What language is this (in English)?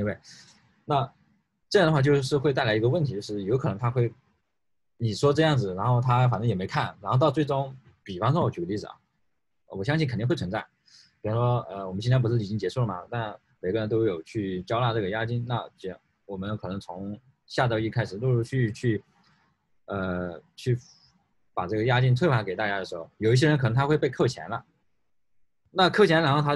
Chinese